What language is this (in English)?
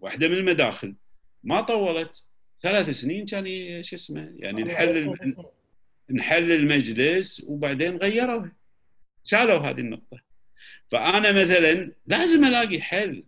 Gulf Arabic